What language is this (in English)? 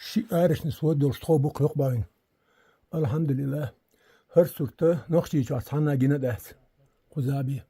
Chechen